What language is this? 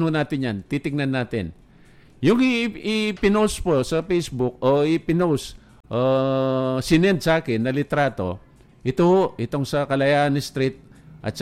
Filipino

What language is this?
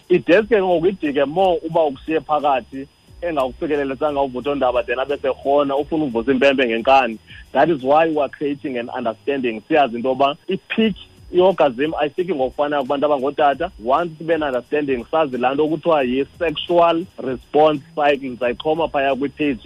Xhosa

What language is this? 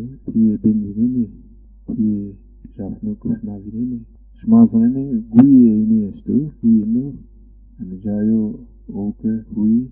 Zaza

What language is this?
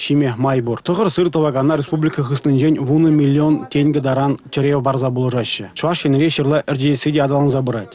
Chuvash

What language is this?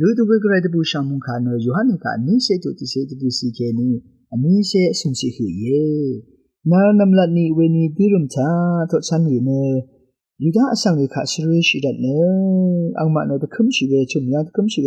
Rawang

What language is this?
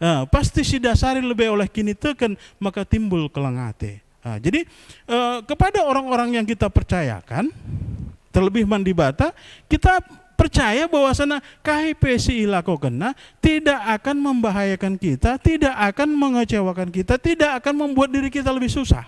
Batak Karo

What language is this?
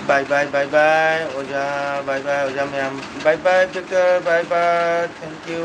Manipuri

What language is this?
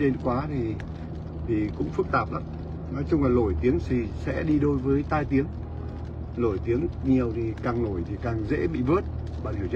Vietnamese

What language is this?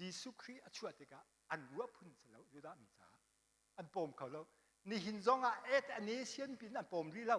Hakha Chin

